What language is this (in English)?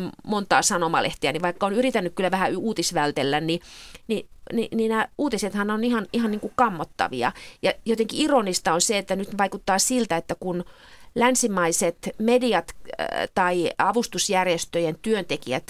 Finnish